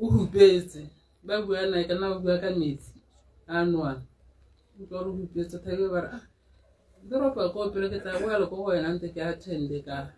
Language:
Tswana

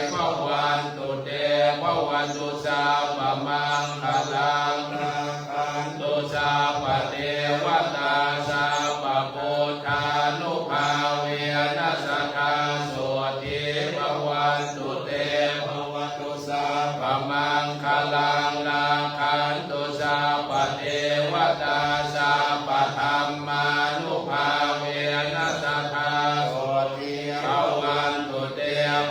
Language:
Pali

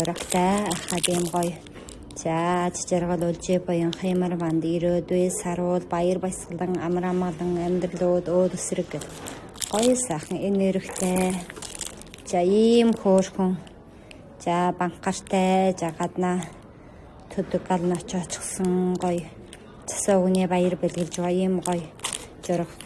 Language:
Mongolian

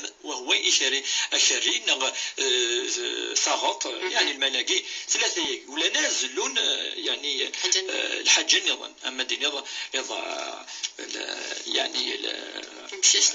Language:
Kabyle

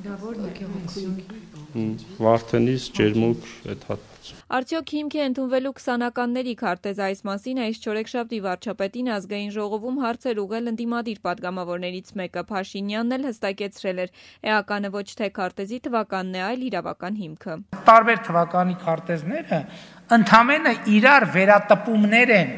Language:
Armenian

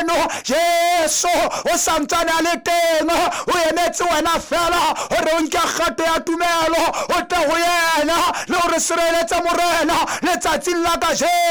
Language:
Southern Sotho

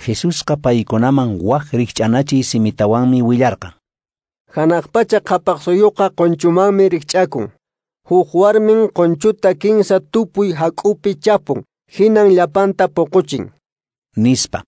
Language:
Quechua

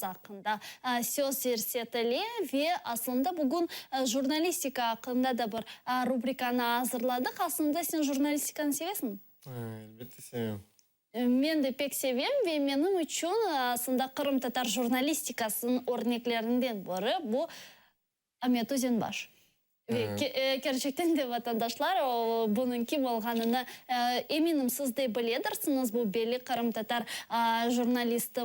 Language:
Crimean Tatar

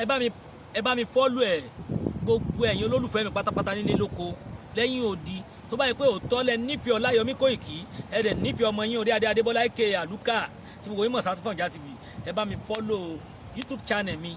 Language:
Yoruba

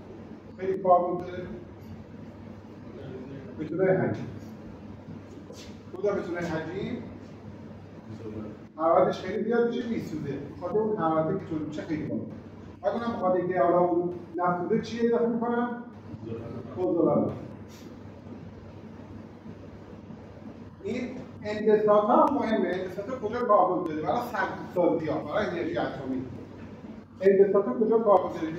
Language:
Persian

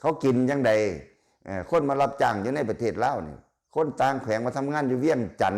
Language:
Lao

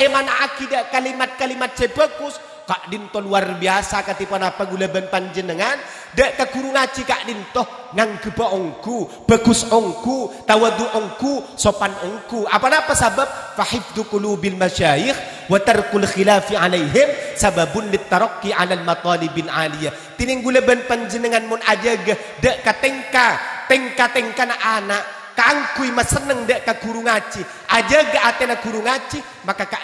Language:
Madurese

